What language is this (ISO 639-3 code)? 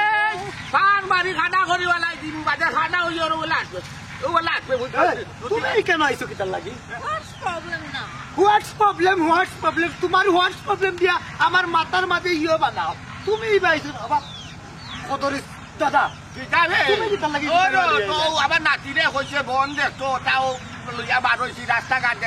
syl